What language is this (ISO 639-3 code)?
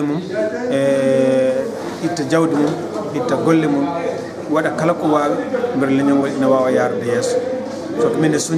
ful